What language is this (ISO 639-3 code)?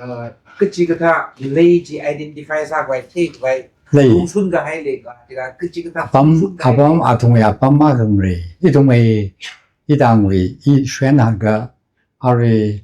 nmf